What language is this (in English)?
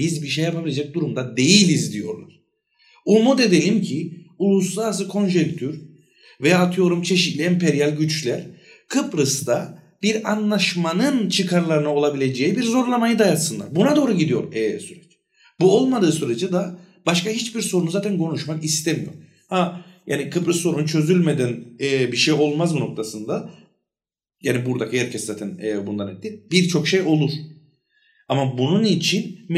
Turkish